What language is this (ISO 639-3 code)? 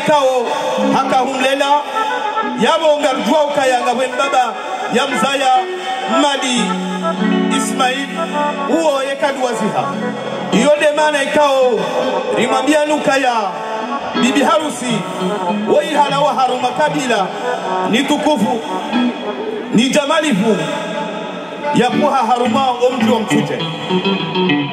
swa